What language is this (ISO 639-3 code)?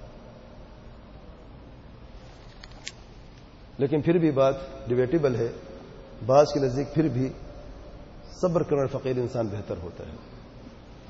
urd